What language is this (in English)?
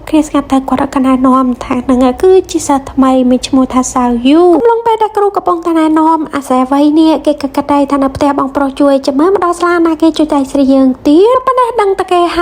Khmer